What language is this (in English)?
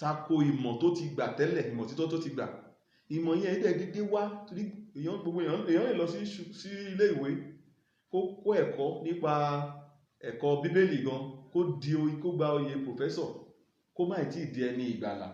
Yoruba